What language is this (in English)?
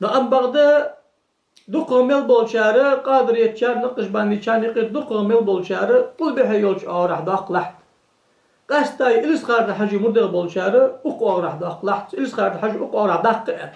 Ingush